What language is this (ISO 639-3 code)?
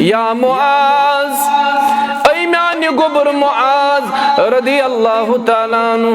kas